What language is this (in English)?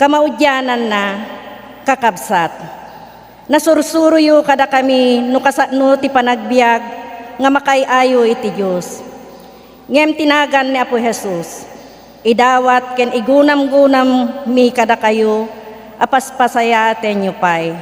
Iloko